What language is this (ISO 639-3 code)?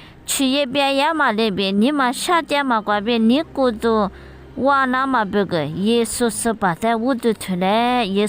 lis